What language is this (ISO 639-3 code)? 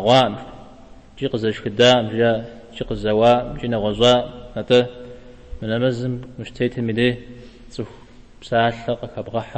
kbd